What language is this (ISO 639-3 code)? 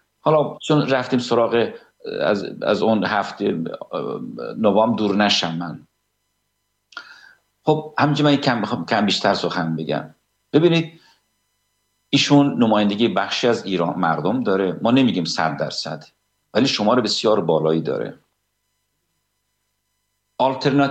fas